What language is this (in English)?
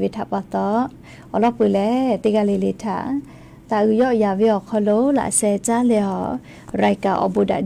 Lahu